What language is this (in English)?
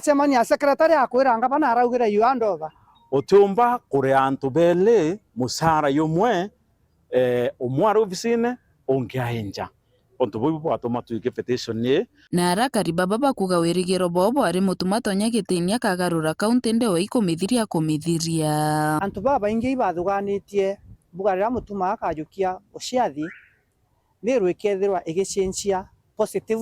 Meru